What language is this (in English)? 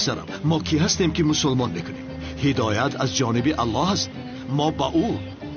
Tajik